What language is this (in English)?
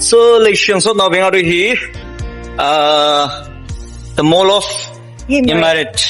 Tangkhul Naga (India)